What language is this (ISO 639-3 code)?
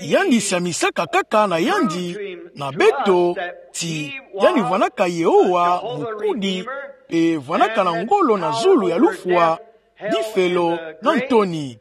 ktu